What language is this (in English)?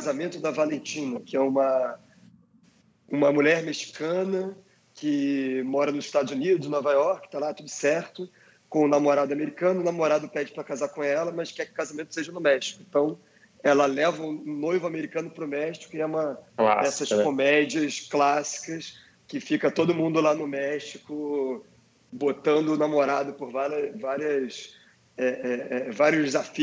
Portuguese